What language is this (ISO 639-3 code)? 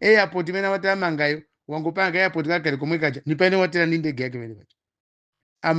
nya